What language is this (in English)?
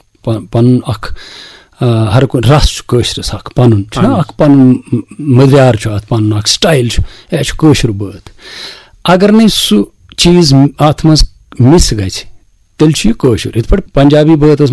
Kashmiri